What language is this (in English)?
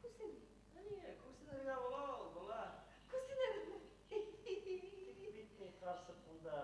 Bashkir